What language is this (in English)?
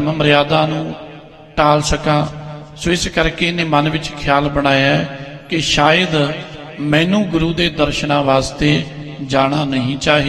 Punjabi